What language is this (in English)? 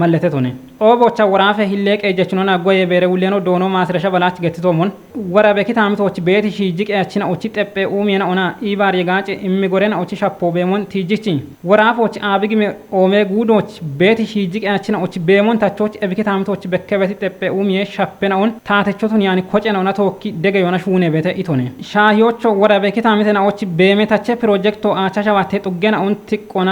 Kafa